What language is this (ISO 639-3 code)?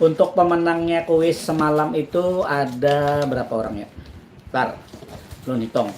bjn